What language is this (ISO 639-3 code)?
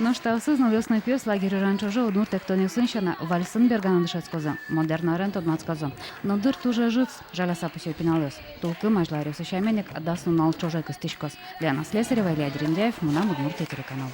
udm